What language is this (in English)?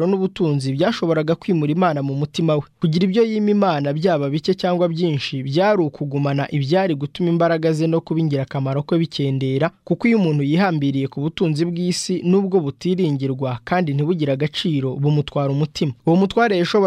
Kinyarwanda